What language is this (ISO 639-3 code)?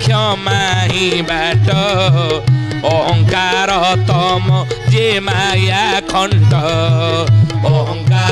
ori